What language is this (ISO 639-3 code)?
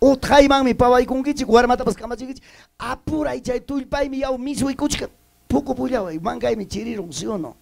quy